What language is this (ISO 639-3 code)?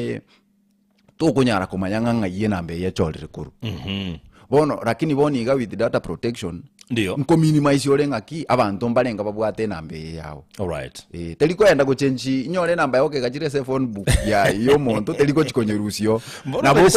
guz